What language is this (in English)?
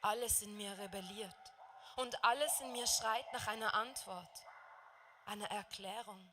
Swiss German